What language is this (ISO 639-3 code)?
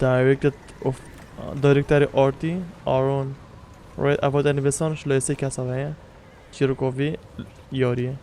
kur